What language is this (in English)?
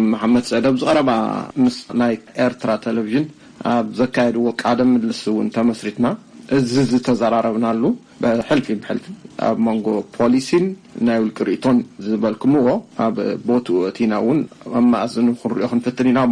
Tigrinya